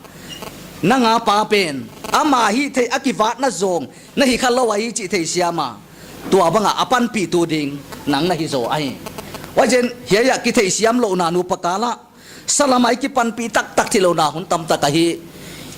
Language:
Paite Chin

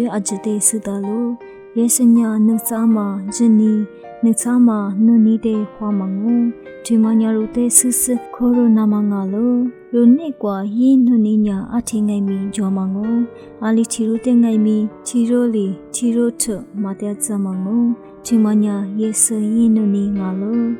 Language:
Lisu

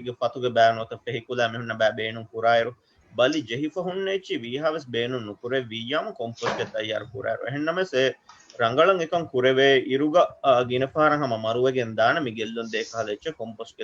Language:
Divehi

